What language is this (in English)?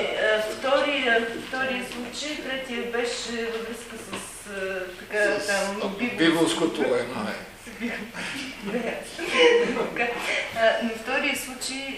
Bulgarian